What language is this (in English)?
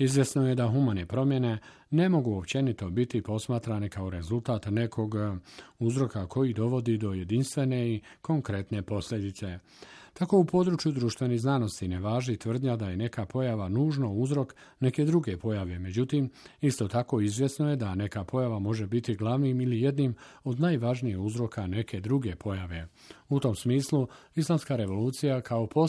Bosnian